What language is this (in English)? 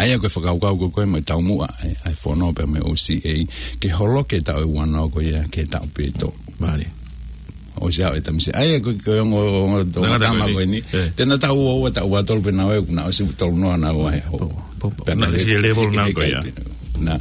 Tongan